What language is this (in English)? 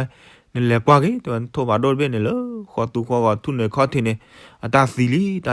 S'gaw Karen